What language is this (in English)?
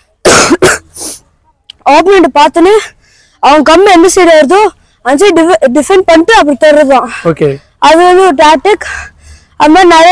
Tamil